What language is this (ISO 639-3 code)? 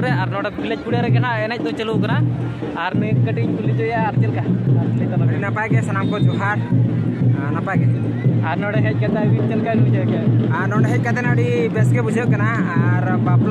sat